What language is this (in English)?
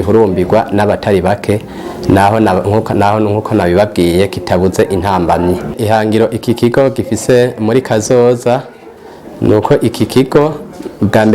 Rundi